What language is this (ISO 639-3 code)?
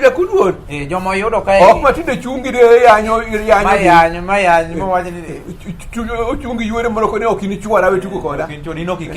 luo